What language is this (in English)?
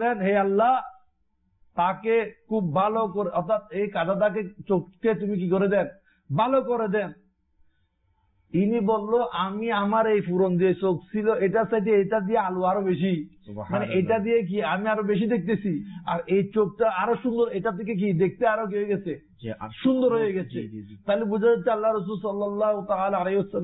Bangla